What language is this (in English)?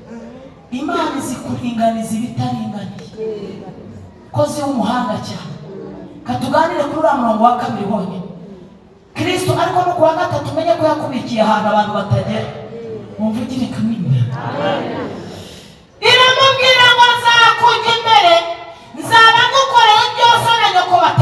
Kinyarwanda